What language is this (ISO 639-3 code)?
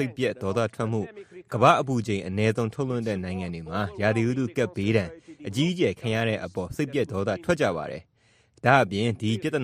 mya